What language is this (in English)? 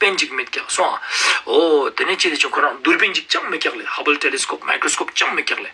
Ladakhi